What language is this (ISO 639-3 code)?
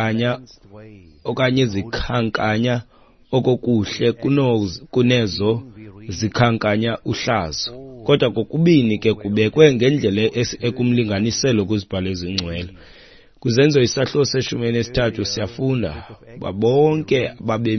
xho